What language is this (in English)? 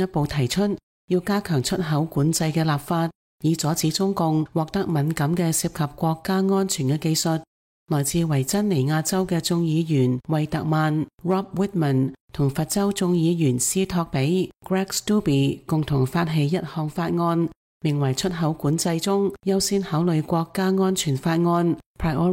Cantonese